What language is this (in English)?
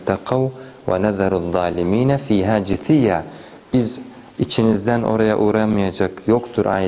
Turkish